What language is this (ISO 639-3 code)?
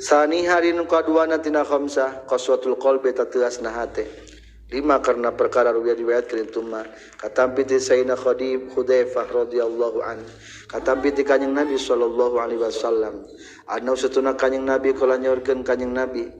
sun